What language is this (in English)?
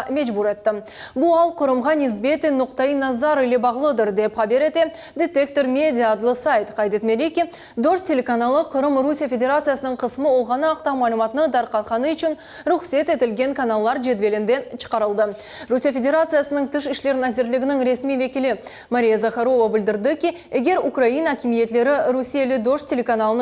Crimean Tatar